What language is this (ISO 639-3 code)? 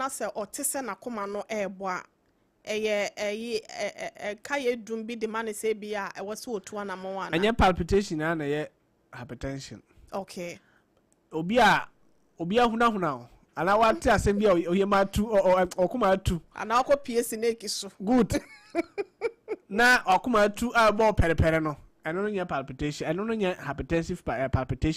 aka